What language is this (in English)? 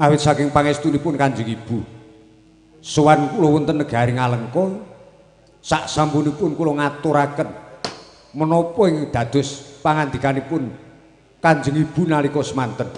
Javanese